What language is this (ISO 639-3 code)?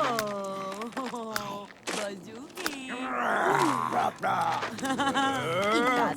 bar